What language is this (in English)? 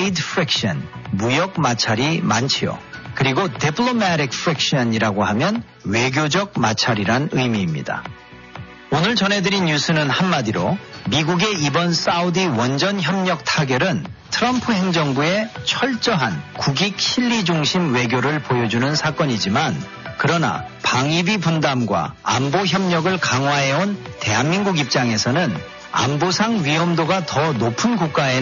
Korean